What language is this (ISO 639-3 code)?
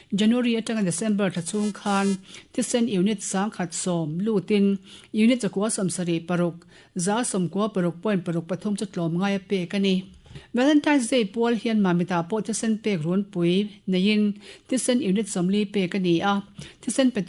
lus